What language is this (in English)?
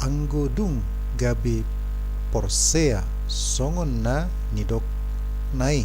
Batak Toba